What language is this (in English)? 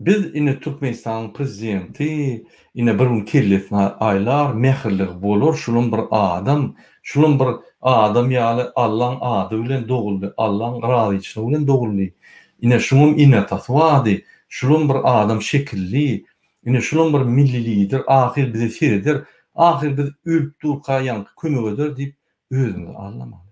Turkmen